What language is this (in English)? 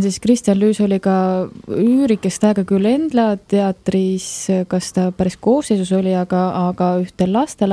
Estonian